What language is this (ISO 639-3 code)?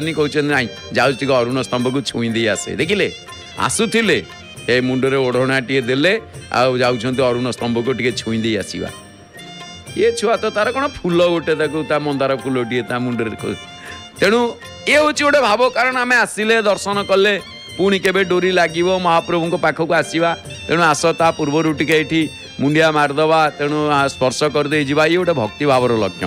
ori